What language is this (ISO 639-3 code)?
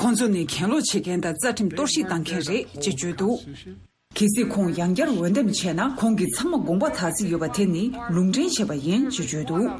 bod